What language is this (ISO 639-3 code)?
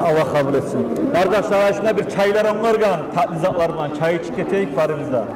kum